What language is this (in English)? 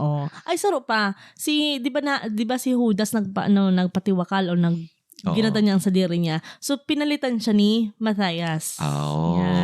Bikol